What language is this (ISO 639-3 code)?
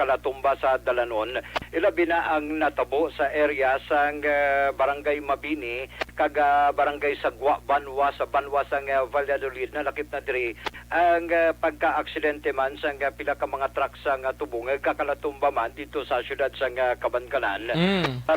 hil